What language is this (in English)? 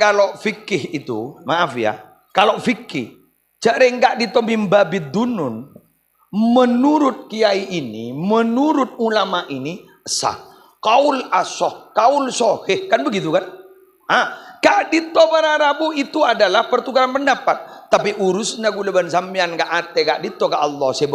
Madurese